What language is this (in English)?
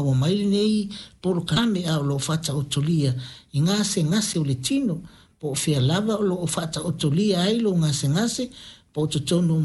Samoan